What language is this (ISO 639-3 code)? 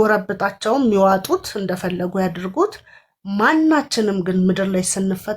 amh